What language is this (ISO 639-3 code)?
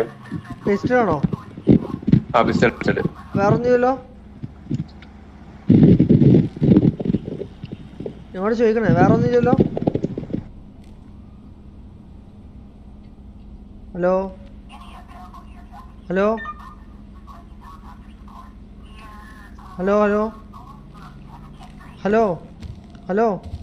mal